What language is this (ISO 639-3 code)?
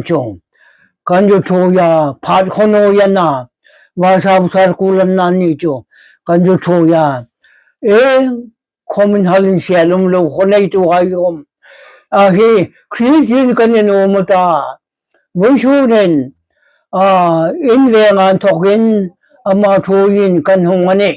hmr